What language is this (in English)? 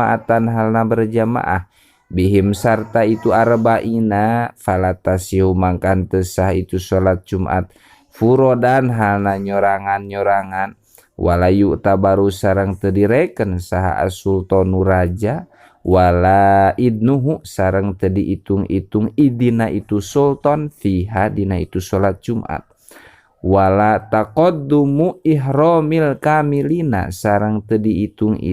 Sundanese